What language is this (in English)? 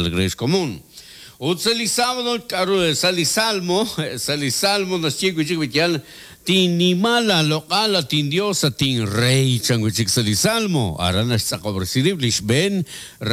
Kekchí